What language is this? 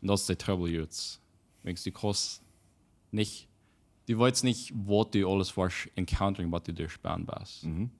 Plautdietsch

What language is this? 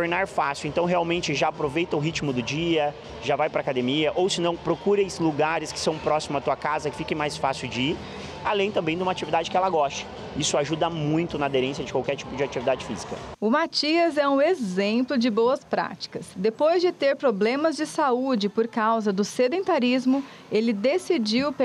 Portuguese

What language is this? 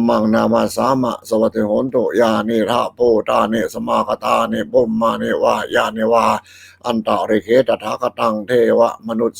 Pali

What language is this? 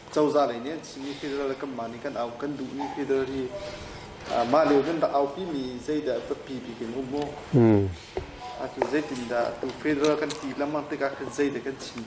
Hakha Chin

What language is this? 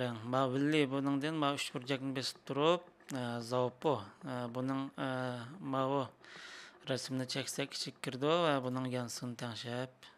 Uyghur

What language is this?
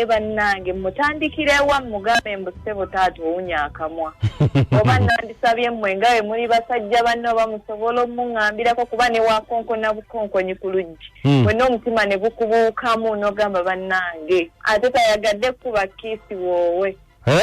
Ganda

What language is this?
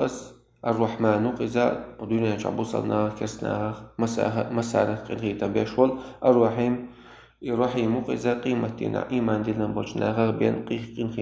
Chechen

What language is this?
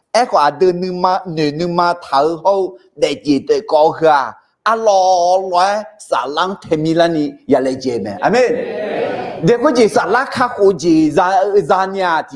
Akha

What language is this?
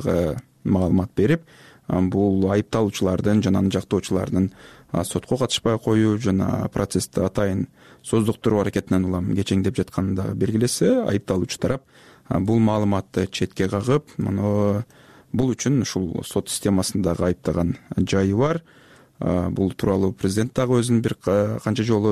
Kyrgyz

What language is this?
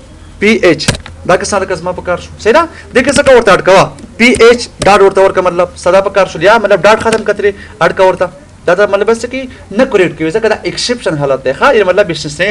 Pashto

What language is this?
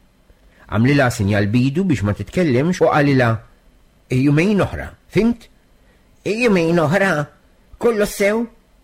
Maltese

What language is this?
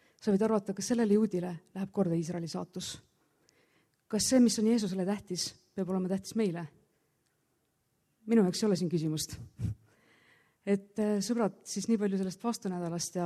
Estonian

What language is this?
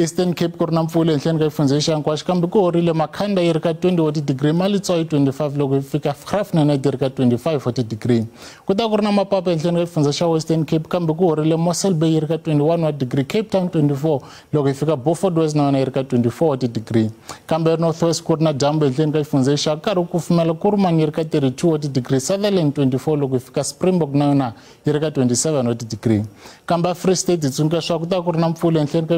Tsonga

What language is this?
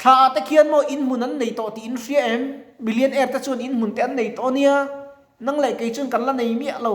Mizo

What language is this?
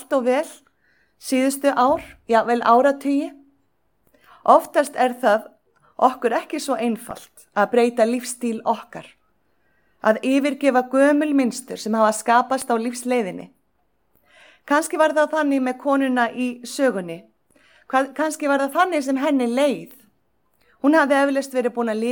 Icelandic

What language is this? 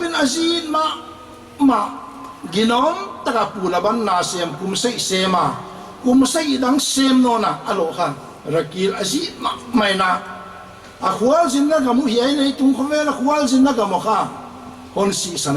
Paite Chin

